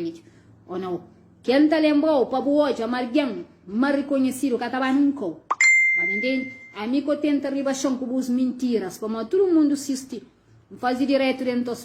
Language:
Kabuverdianu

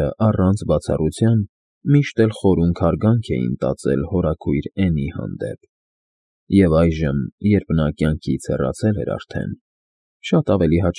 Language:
Armenian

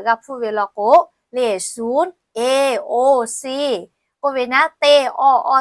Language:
Lahu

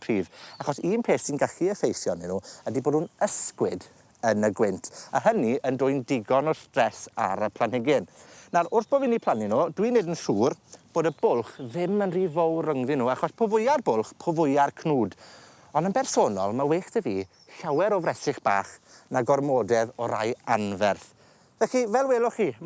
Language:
Welsh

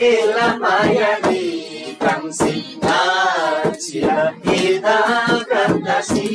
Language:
Eastern Tamang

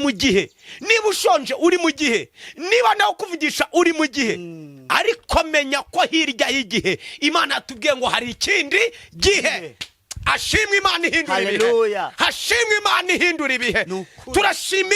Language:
Kinyarwanda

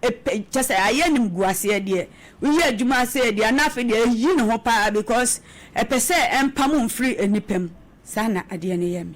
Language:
Akan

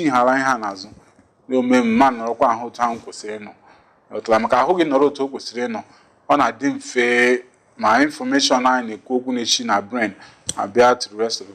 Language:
Igbo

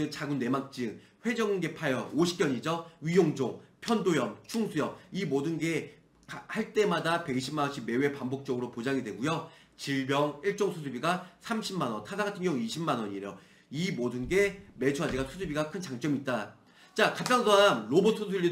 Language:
Korean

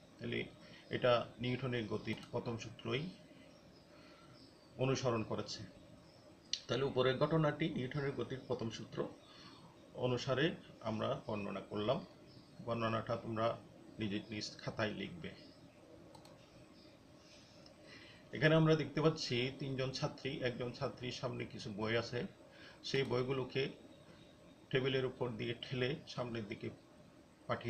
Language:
Bangla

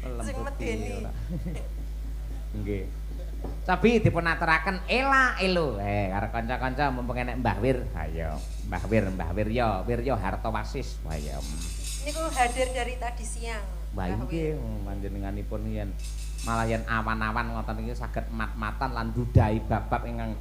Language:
Javanese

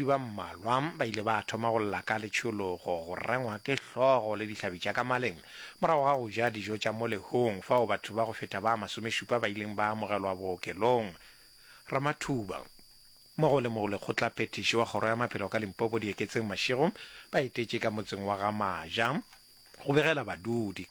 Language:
Northern Sotho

